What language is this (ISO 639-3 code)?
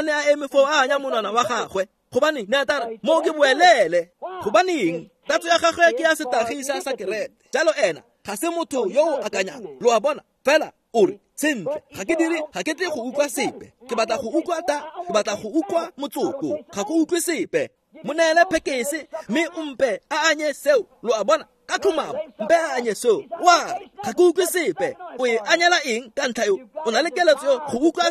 tsn